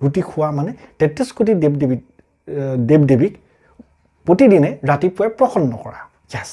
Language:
Assamese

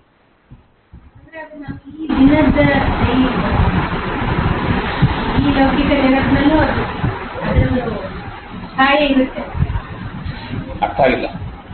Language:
Kannada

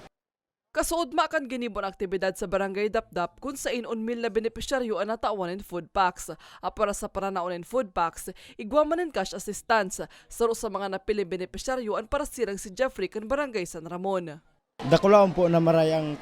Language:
Bikol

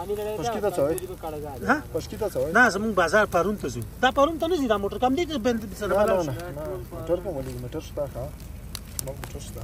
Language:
Pashto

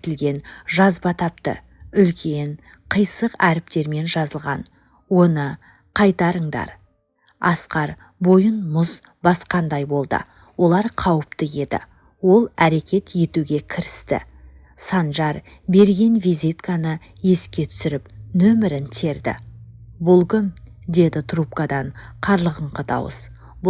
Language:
Kazakh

